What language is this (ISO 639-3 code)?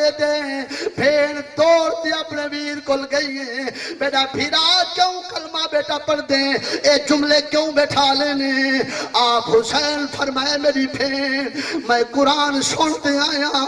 skr